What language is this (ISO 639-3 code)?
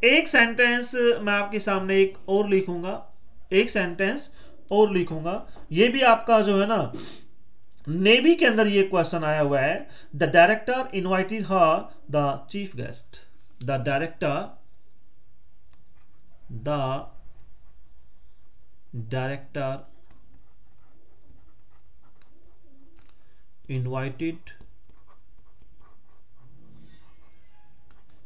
hin